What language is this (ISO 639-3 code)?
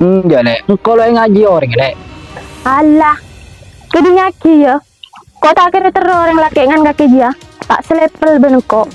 mad